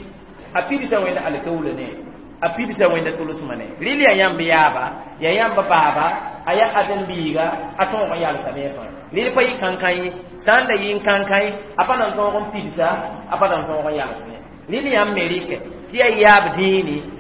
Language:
Mossi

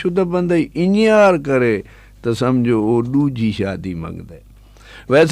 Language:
Saraiki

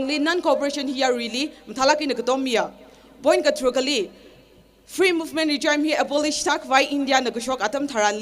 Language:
Tangkhul Naga (India)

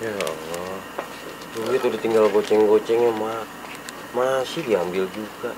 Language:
Betawi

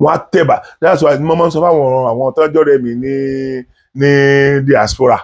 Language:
Yoruba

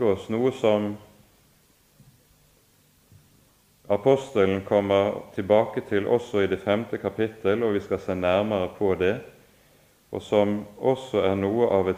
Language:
Norwegian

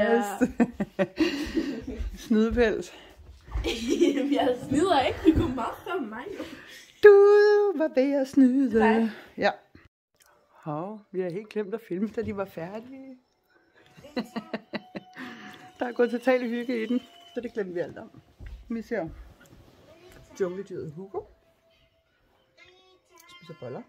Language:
Danish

